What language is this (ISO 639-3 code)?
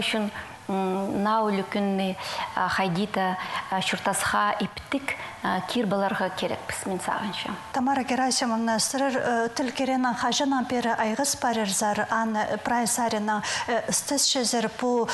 kjh